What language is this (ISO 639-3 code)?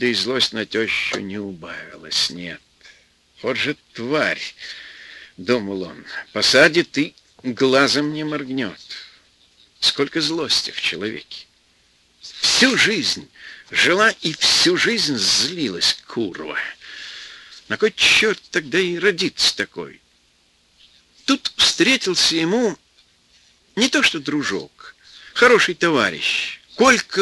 rus